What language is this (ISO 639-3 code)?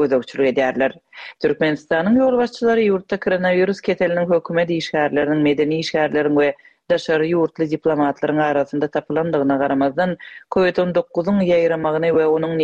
tuk